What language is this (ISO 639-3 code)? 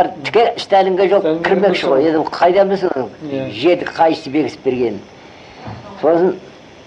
kaz